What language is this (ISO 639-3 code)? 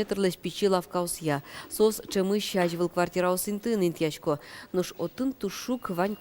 udm